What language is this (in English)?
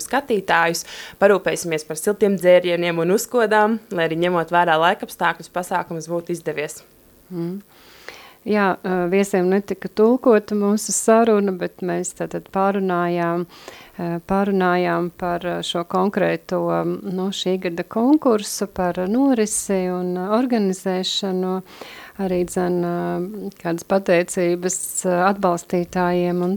Latvian